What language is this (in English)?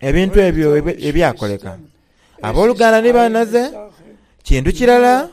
Soga